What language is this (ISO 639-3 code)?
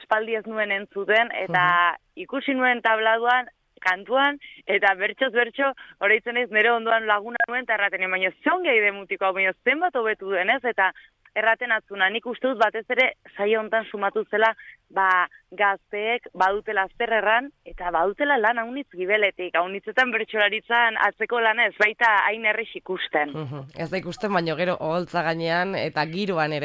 eus